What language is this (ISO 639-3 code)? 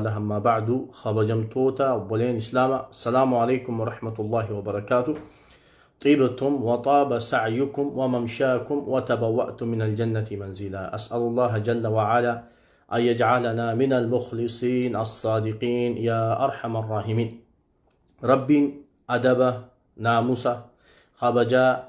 orm